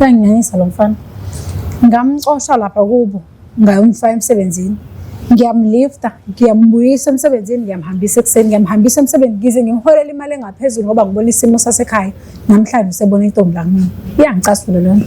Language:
Zulu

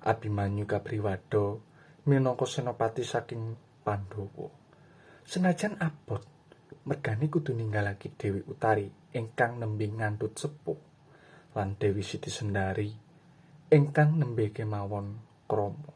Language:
Javanese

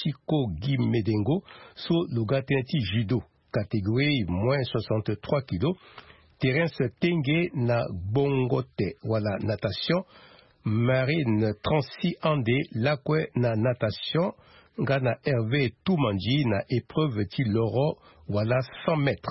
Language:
Sango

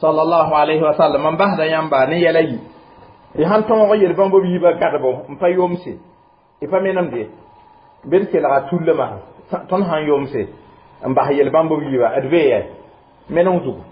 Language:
Mossi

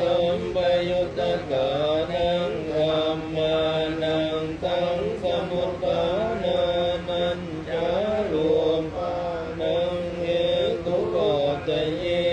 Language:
Pali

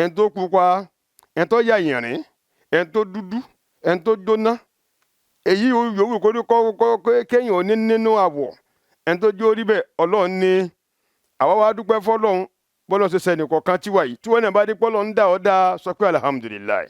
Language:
Yoruba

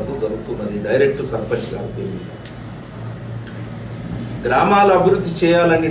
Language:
Telugu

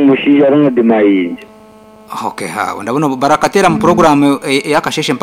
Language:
Nyankole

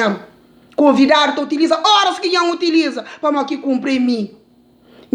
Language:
Kabuverdianu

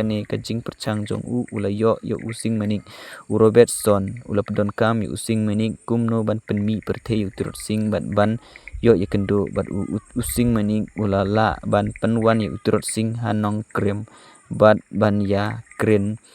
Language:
Khasi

